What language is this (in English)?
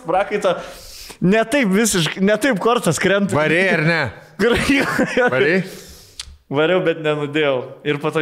Lithuanian